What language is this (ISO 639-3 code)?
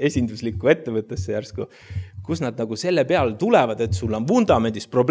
est